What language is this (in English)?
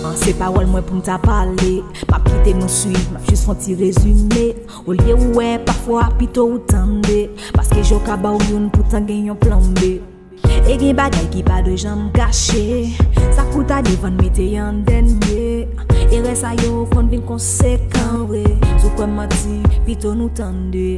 Haitian Creole